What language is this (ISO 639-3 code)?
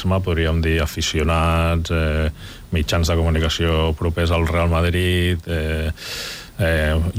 cat